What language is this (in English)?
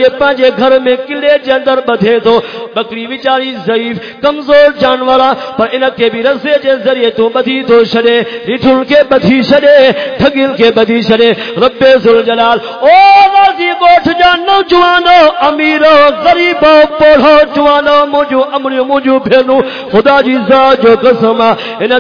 Saraiki